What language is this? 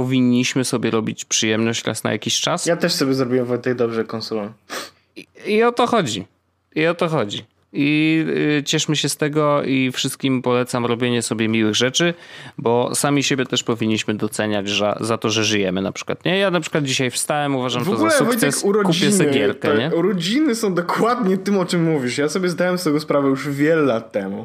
Polish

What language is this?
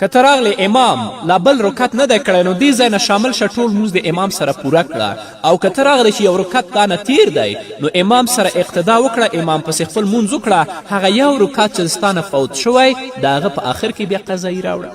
Pashto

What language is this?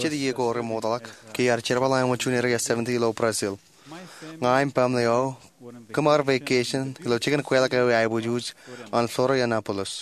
Marshallese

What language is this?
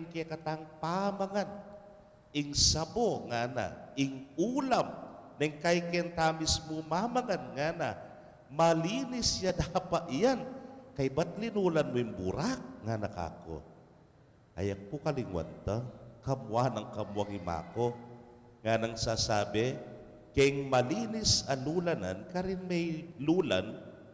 Pampanga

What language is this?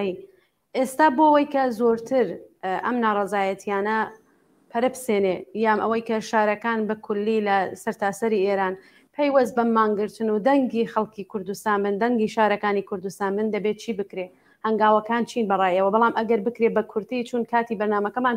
Central Kurdish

